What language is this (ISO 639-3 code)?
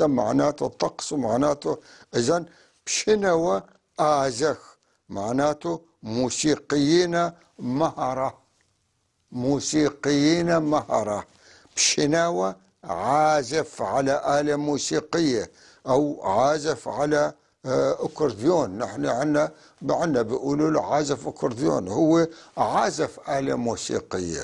apc